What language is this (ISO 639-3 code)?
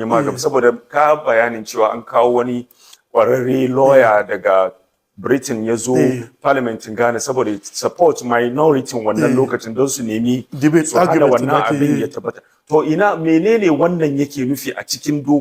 hau